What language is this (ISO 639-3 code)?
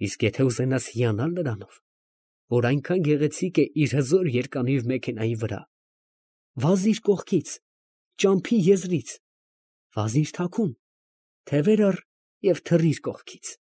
hye